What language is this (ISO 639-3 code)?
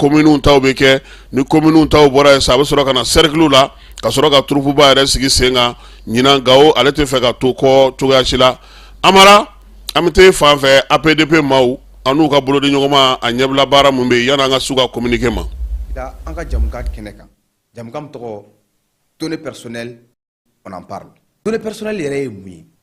bam